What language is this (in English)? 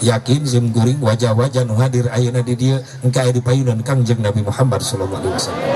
Sundanese